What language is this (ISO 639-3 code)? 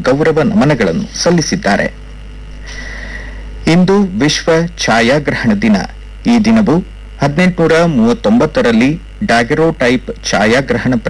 kan